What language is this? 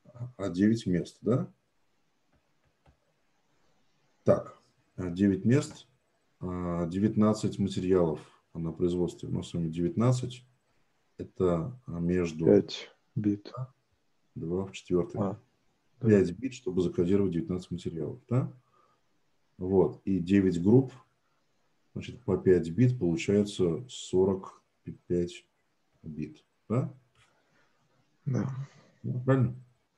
Russian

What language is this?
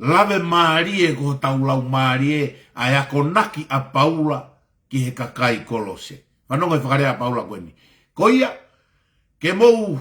Tongan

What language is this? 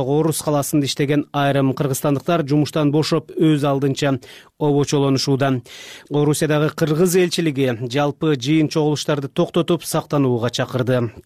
Kyrgyz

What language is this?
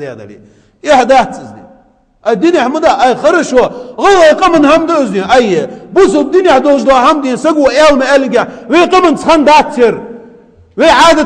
Ingush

